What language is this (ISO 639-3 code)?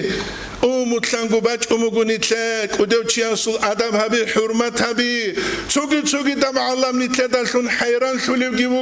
ava